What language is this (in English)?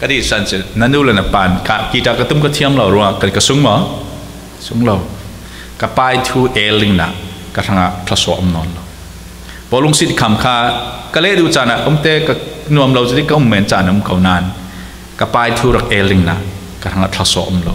Falam Chin